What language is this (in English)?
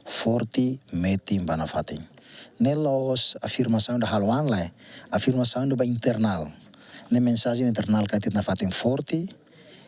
Tetum